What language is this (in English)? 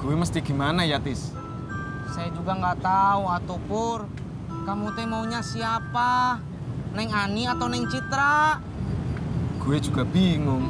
Betawi